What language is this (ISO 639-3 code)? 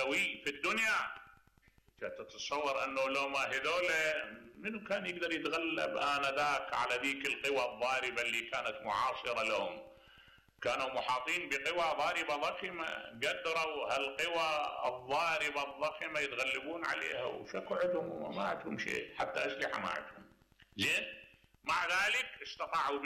acm